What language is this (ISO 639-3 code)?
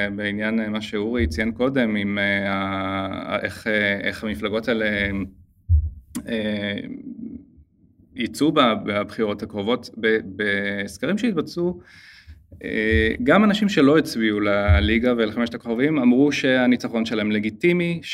heb